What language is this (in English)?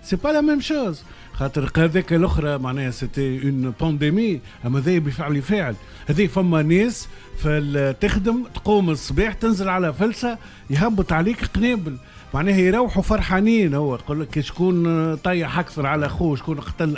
Tunisian Arabic